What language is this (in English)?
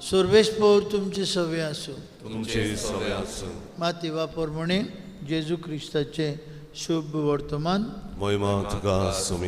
Konkani